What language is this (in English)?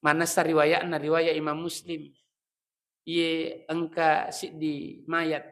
Buginese